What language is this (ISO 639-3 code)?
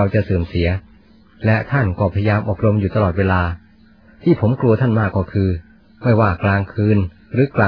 tha